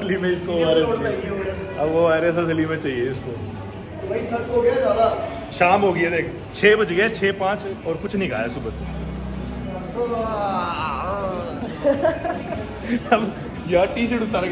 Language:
Hindi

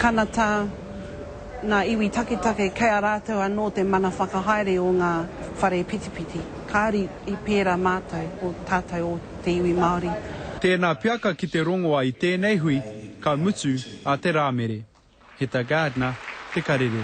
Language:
Māori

